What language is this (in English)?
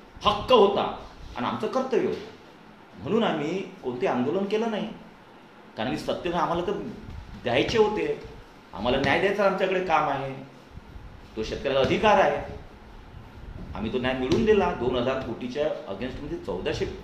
Marathi